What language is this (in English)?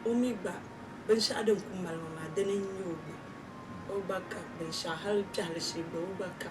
Dagbani